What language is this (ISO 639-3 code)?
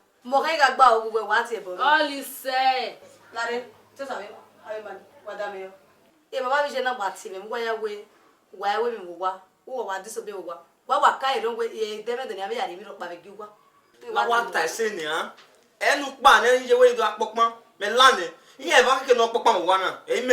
bin